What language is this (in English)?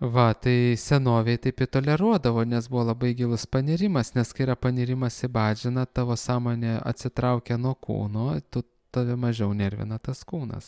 Lithuanian